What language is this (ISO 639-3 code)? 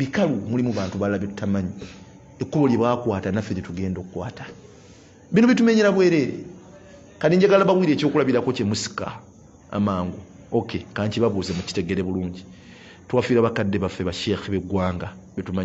lug